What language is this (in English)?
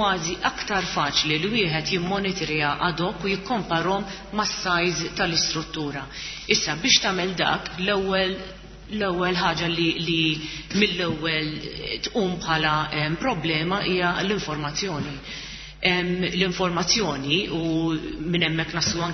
Maltese